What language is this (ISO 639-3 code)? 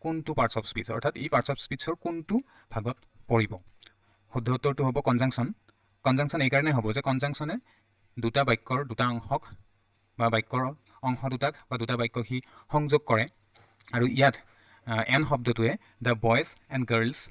asm